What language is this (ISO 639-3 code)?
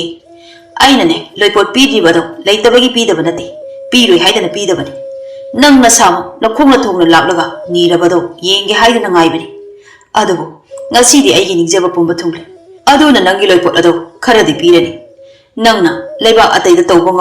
mni